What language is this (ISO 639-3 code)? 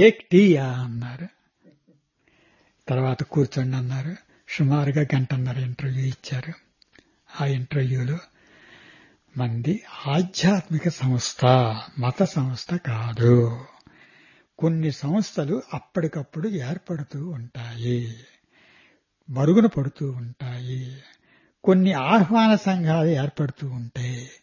tel